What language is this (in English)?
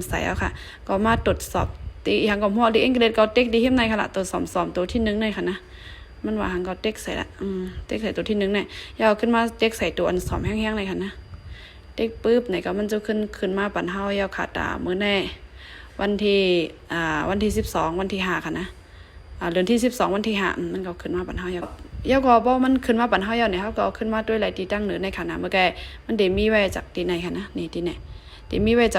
Shan